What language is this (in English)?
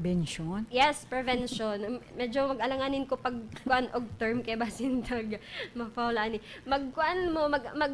Cebuano